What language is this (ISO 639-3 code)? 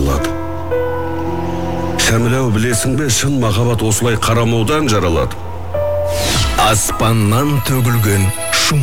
kaz